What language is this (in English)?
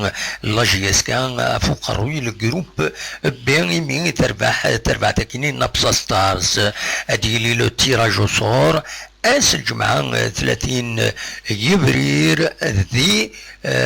Kabyle